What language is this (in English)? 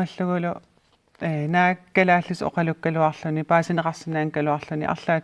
Kalaallisut